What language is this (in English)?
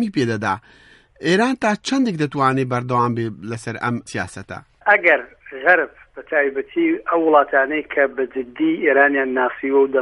Central Kurdish